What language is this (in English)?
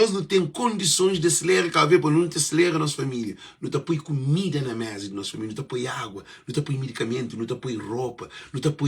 Kabuverdianu